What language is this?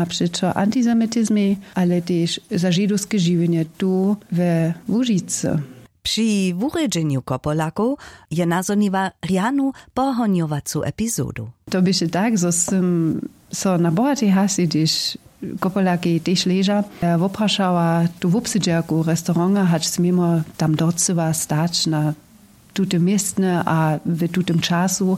Upper Sorbian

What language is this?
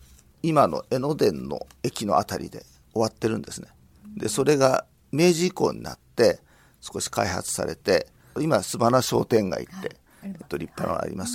Japanese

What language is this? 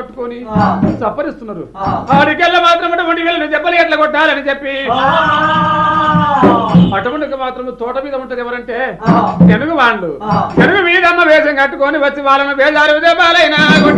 Telugu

